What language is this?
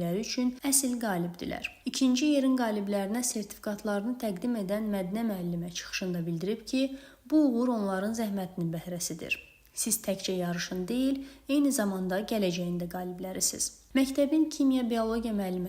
Azerbaijani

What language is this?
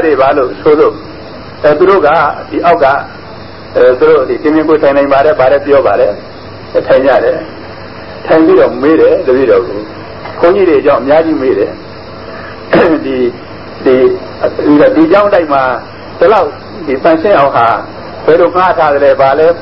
Burmese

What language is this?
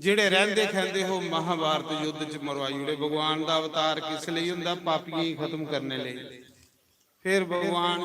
Dogri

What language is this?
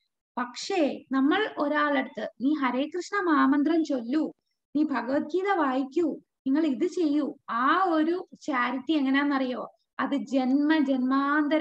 Malayalam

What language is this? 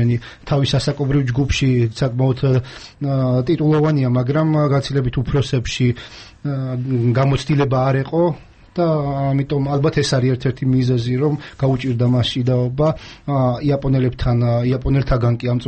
Georgian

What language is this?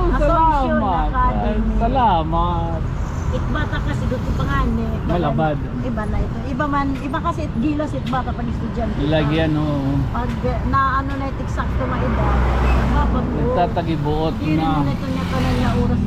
Waray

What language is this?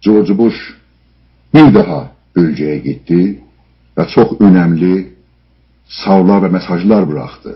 South Azerbaijani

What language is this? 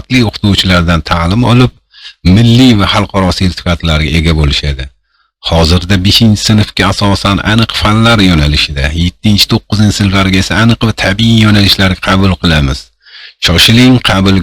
Uzbek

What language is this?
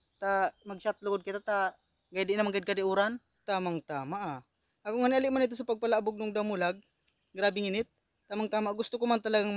Bikol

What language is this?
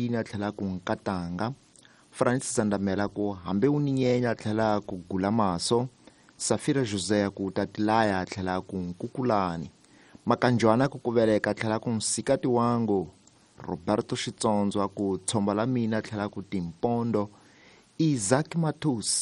Tsonga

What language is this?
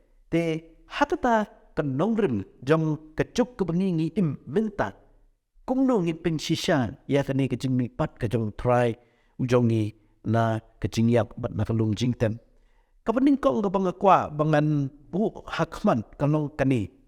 Khasi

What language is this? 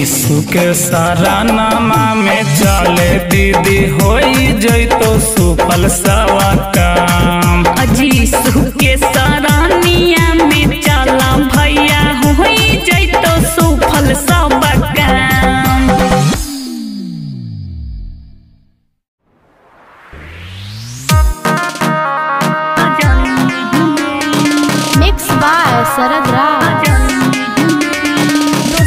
Bhojpuri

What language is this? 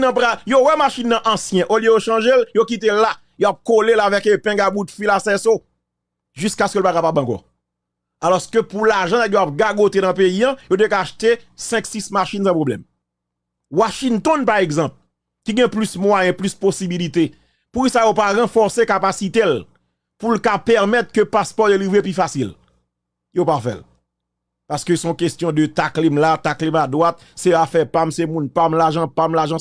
Haitian Creole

